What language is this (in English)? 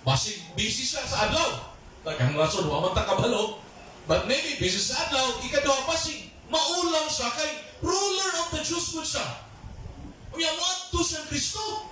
Cebuano